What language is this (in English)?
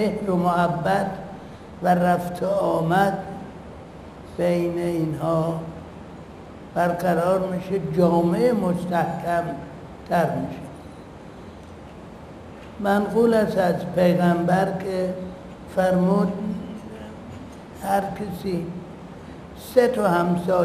Persian